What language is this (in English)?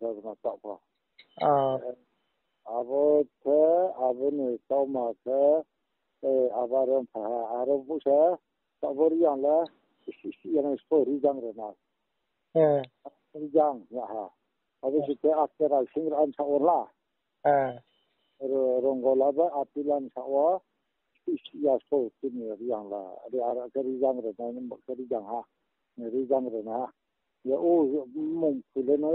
Riang (India)